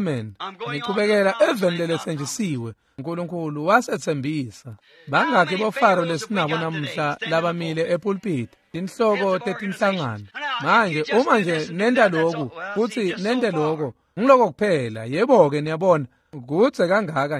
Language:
Swati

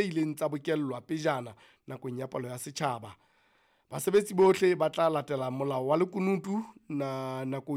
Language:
Southern Sotho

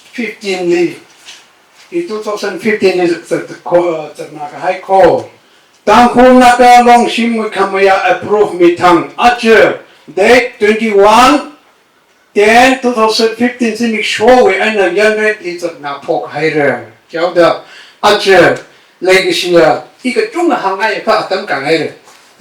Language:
Tangkhul Naga (India)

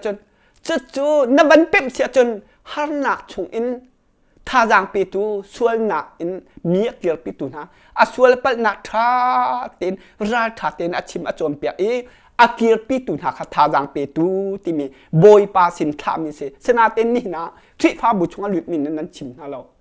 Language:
Hakha Chin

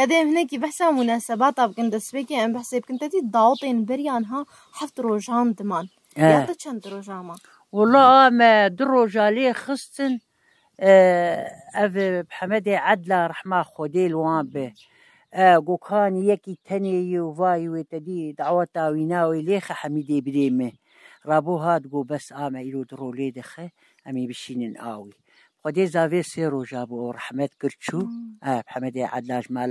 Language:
Kurdish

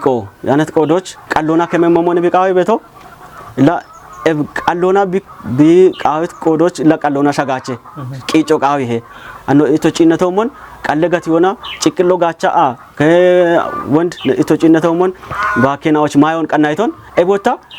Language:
Kafa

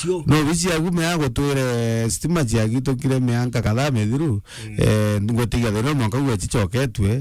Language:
Meru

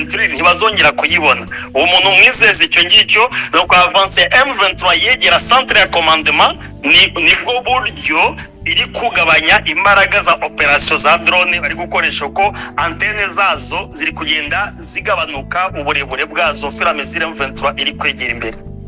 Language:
Kinyarwanda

